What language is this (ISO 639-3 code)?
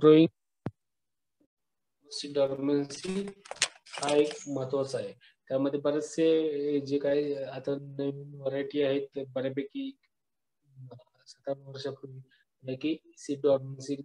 mar